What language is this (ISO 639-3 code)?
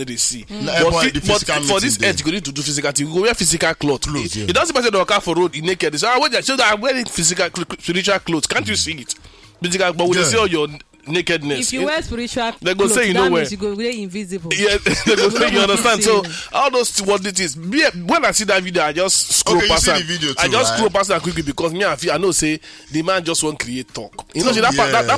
pcm